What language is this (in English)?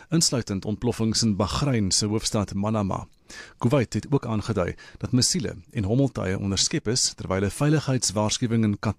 Afrikaans